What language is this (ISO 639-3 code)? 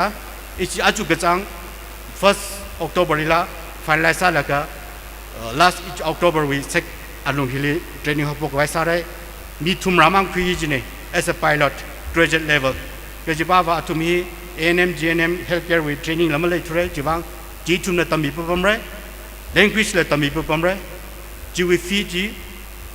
nmf